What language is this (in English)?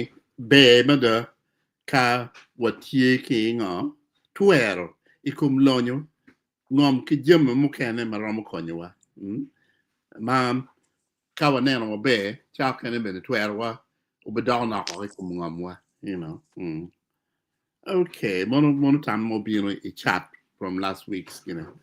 Acoli